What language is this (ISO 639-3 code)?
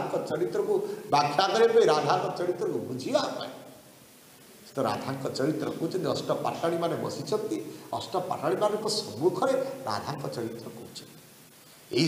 ori